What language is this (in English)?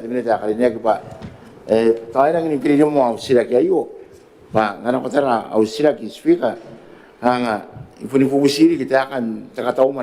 Gilbertese